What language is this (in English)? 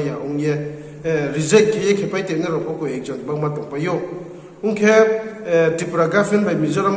Riang (India)